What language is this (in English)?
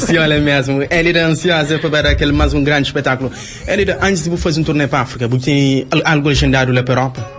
Kabuverdianu